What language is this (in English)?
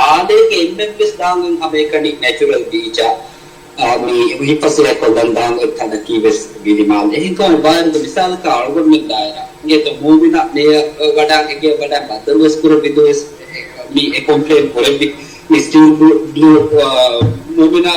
Divehi